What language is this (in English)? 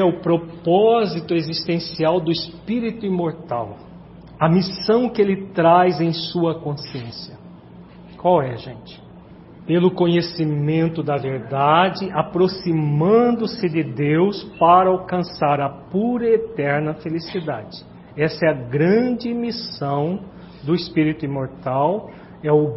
Portuguese